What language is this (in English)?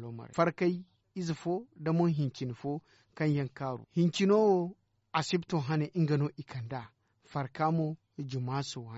Zarma